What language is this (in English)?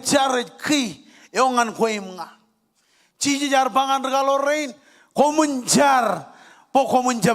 Marshallese